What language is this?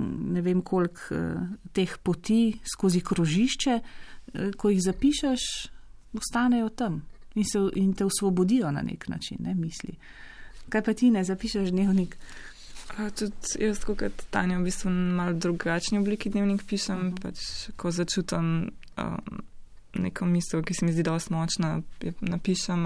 Slovenian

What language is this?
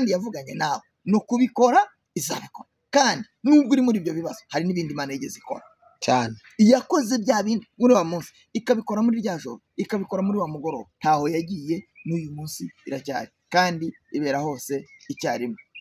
Kinyarwanda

